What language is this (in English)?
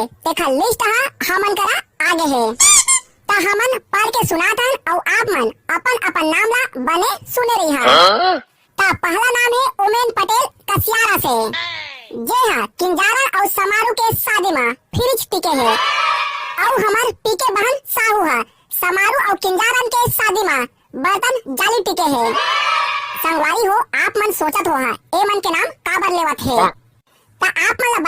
Chhattisgarhi